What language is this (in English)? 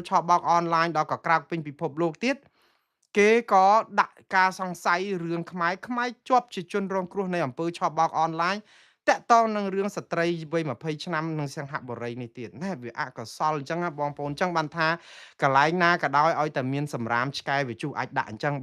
Khmer